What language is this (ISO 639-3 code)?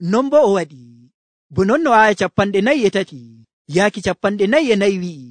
fuv